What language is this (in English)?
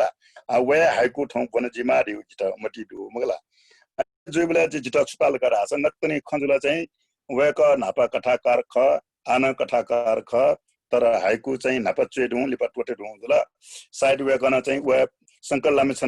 Newari